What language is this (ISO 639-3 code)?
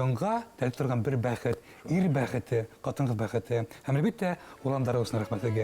bak